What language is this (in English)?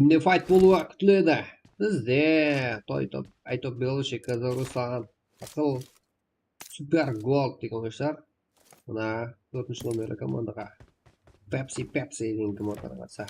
Kara-Kalpak